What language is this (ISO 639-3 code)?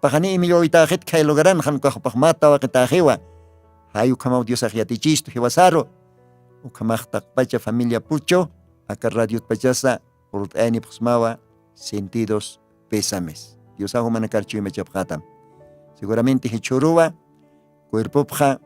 aym